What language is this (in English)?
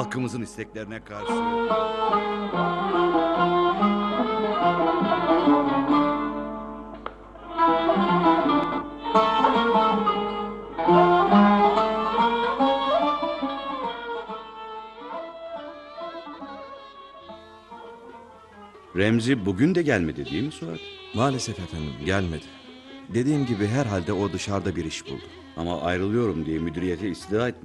Turkish